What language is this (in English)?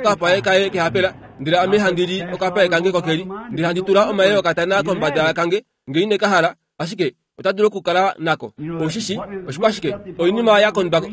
Kuanyama